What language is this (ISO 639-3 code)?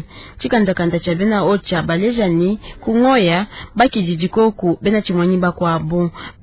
lua